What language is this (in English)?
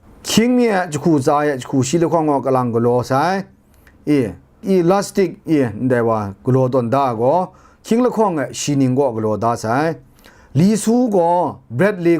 Kachin